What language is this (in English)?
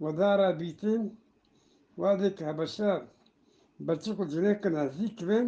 Eastern Balochi